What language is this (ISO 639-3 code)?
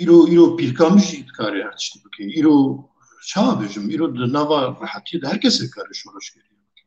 kur